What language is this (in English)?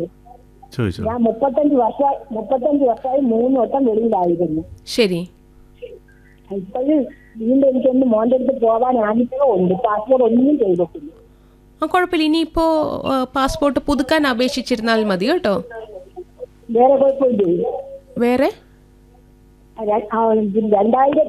Malayalam